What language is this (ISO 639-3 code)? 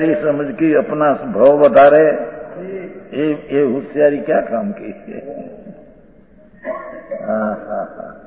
hin